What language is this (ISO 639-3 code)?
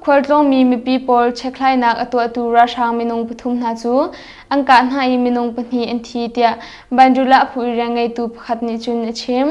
cnh